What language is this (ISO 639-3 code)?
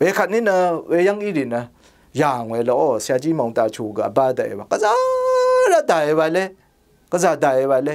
raw